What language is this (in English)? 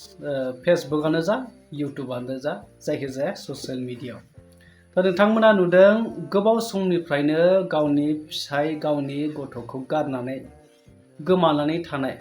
Bodo